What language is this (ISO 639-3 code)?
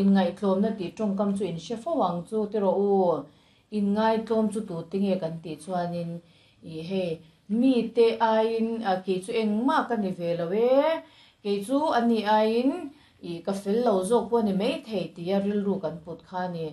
lus